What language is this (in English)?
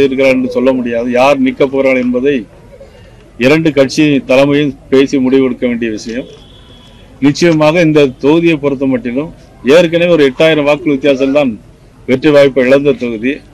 Tamil